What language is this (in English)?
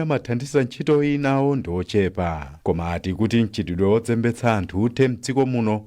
Nyanja